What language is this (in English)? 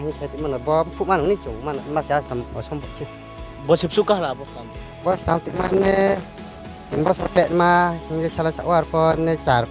Riang (India)